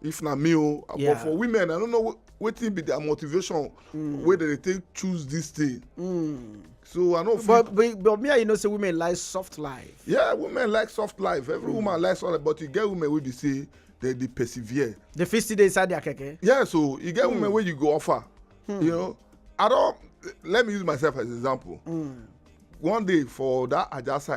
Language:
Nigerian Pidgin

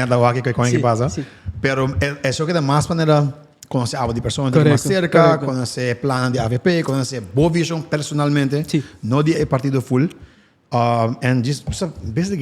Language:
Papiamento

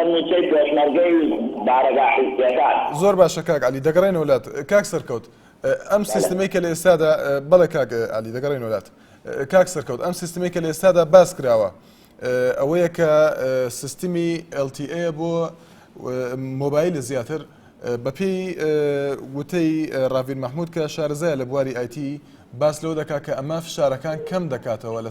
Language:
Central Kurdish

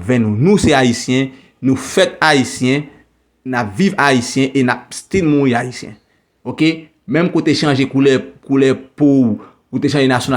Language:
Haitian Creole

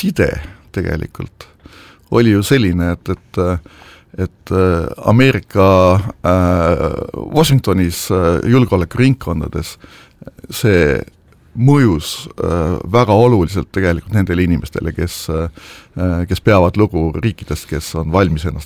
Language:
Estonian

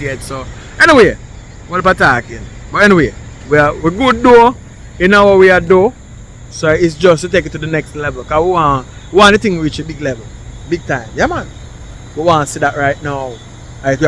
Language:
Jamaican Creole English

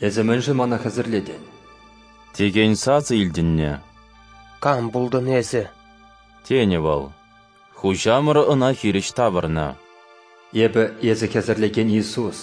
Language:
Chuvash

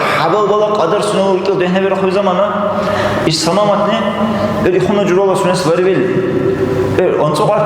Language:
Dargwa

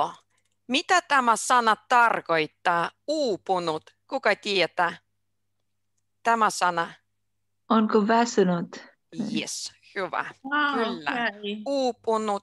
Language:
Finnish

